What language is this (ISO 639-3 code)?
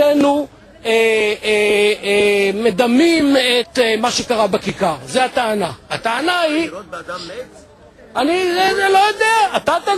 heb